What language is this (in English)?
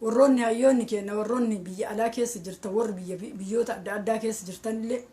Oromo